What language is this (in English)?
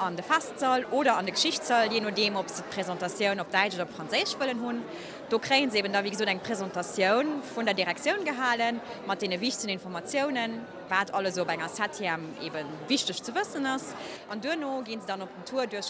Luxembourgish